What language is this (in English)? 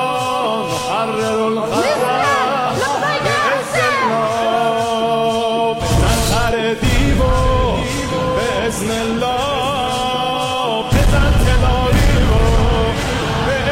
Persian